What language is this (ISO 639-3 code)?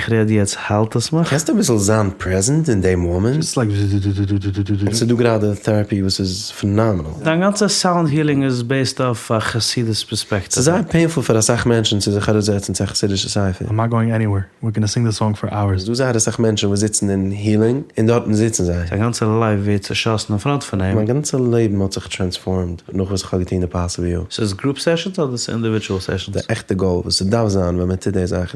yid